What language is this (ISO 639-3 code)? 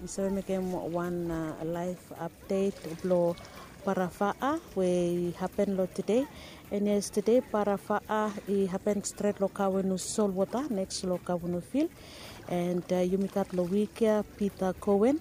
bis